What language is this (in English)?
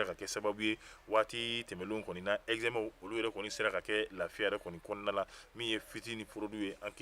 Bambara